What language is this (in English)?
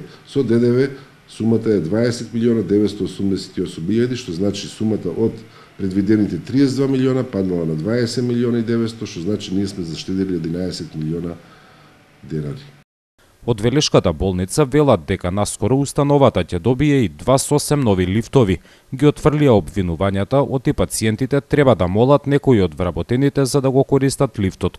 Macedonian